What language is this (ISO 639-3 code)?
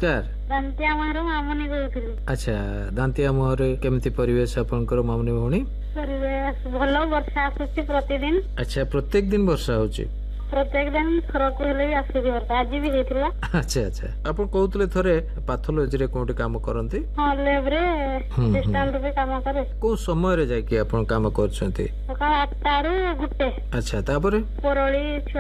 ori